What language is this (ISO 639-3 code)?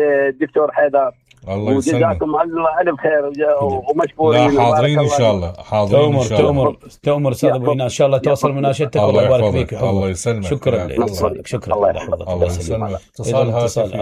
acm